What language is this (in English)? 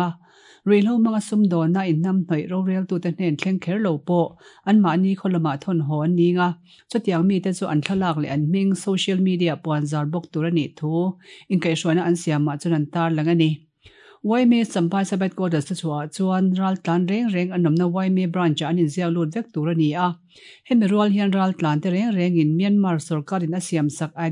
Mizo